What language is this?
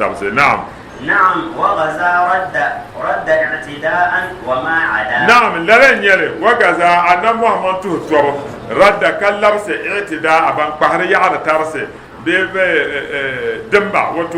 Dagbani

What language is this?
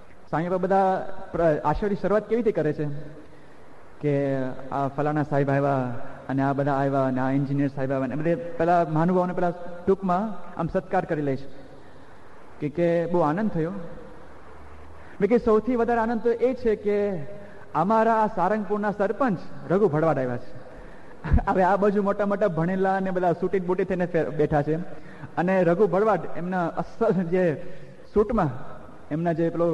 Gujarati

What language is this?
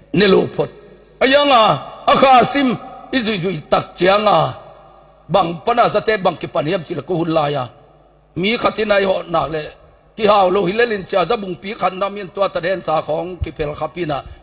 Tedim Chin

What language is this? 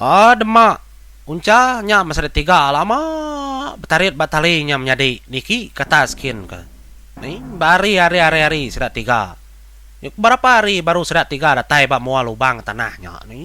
Iban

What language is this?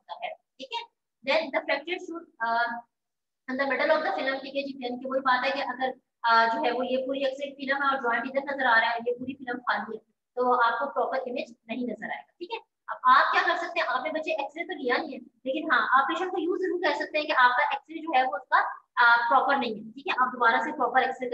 Hindi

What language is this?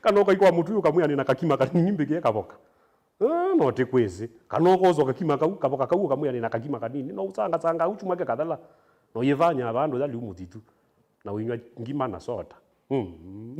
Kamba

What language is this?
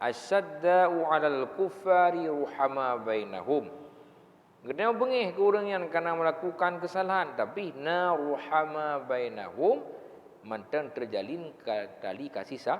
Achinese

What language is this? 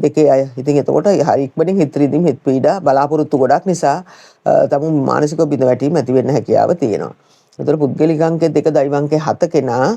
Sinhala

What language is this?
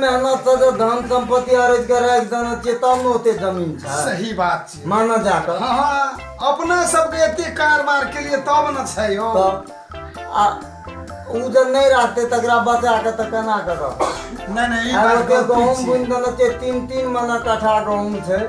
Maithili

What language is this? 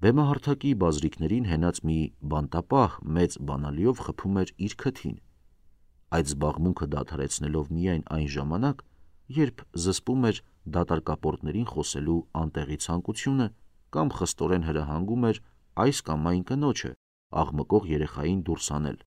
Armenian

